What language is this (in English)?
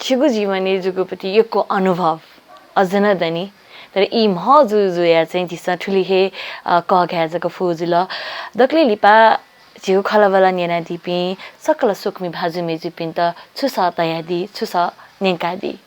Newari